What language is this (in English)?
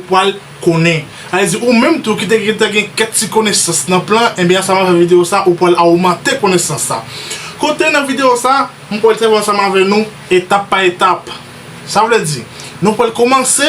Haitian Creole